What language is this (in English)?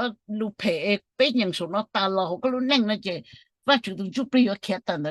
Hmong